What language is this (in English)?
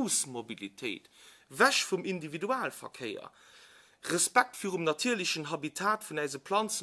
Luxembourgish